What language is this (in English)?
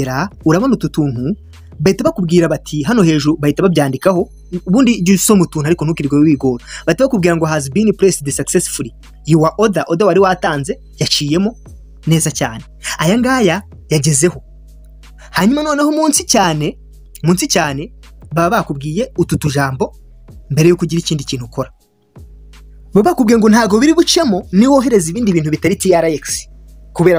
Kinyarwanda